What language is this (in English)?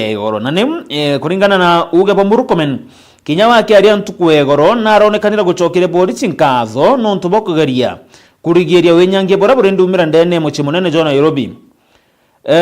Meru